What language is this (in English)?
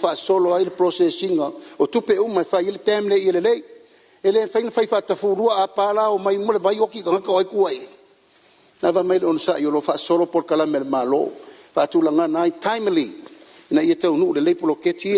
Samoan